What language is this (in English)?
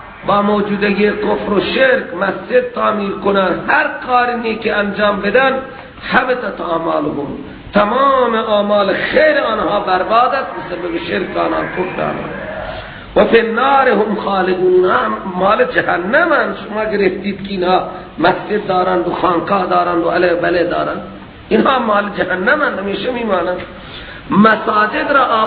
Persian